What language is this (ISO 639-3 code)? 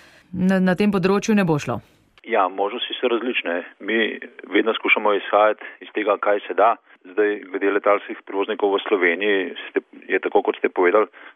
slv